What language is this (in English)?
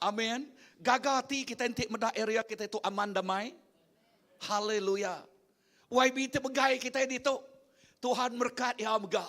Iban